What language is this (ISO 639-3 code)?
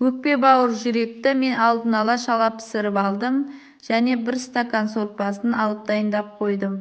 kaz